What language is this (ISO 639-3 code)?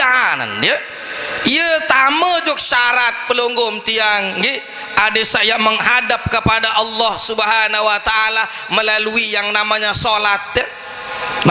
sas